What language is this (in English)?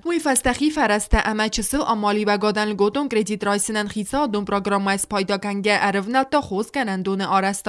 Ossetic